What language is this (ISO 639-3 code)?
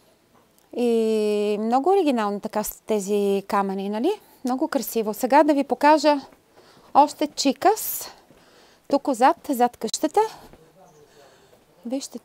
bul